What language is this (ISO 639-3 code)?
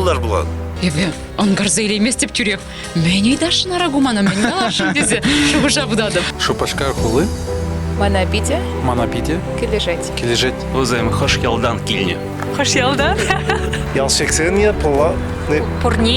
chv